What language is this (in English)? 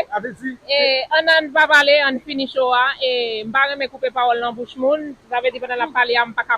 Haitian Creole